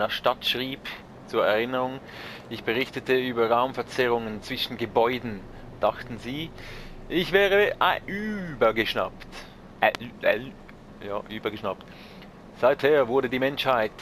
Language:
Swiss German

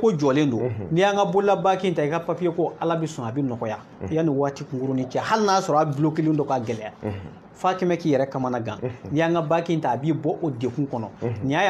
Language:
Bambara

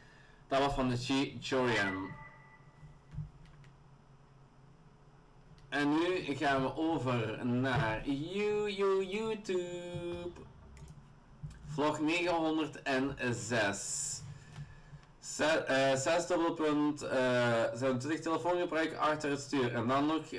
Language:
Dutch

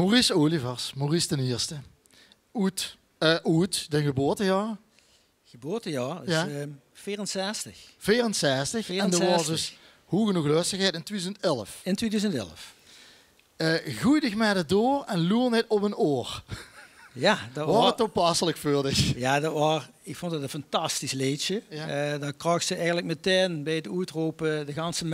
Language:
Limburgish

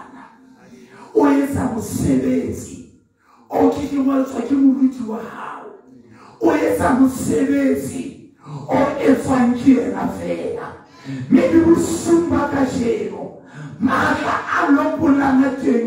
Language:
Southern Sotho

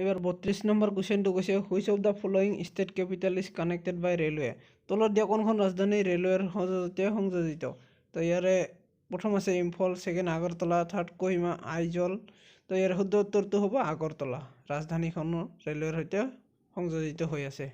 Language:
Assamese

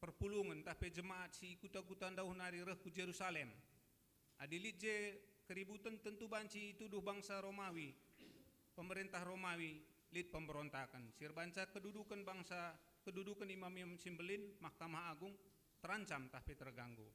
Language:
Batak Karo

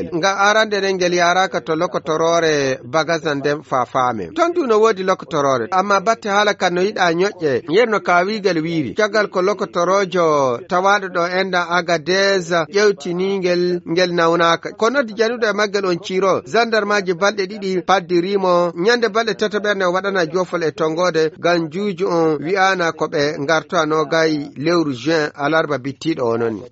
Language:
Fula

